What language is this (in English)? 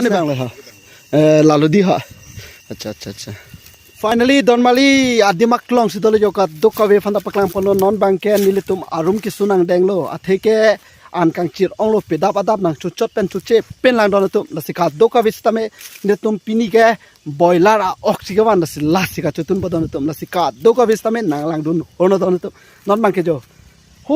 Karbi